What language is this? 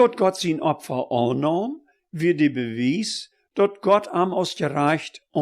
Plautdietsch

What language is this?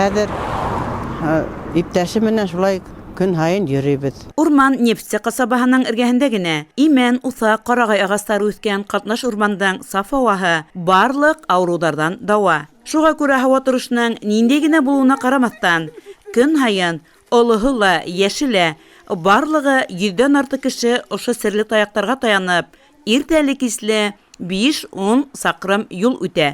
Bashkir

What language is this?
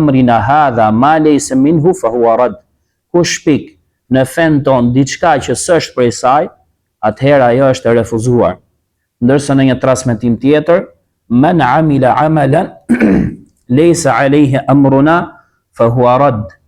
Albanian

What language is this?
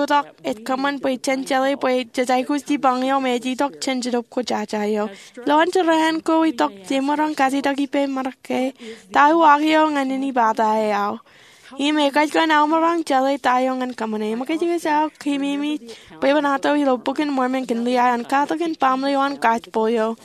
Marshallese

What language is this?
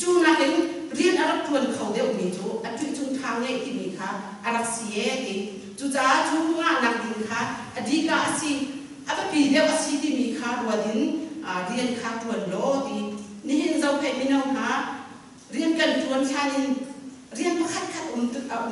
Hakha Chin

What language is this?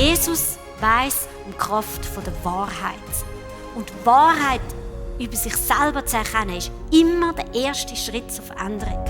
Swiss German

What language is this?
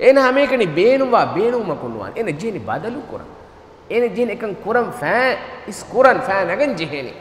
Divehi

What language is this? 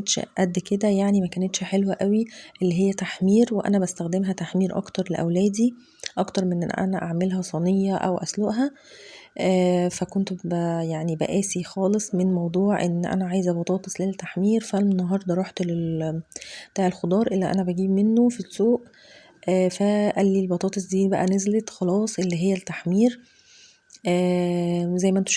Egyptian Arabic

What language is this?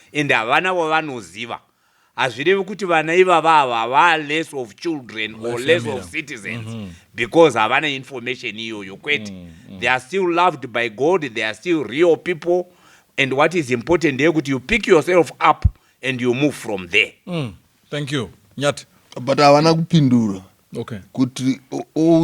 Shona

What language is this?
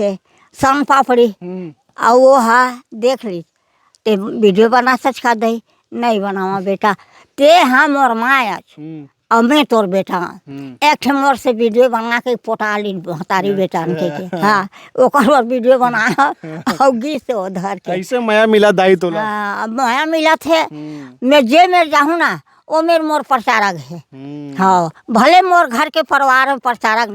Chhattisgarhi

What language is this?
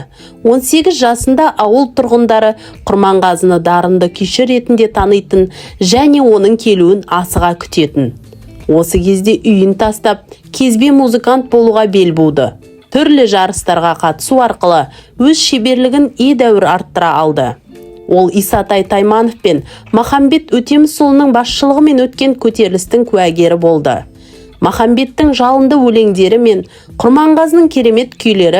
Kazakh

